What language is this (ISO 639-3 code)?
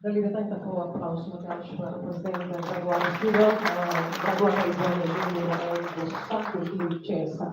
tet